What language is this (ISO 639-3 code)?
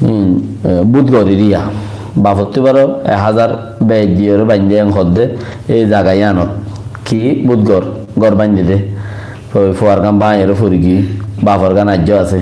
rhg